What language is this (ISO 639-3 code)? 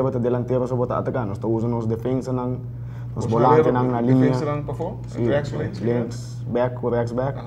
pap